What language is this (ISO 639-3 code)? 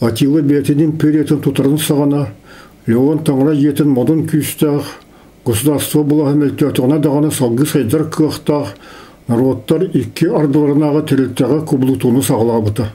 sah